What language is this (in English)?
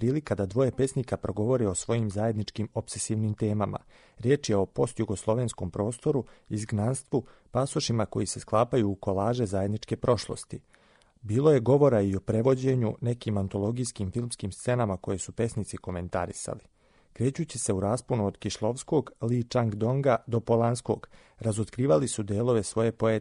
Serbian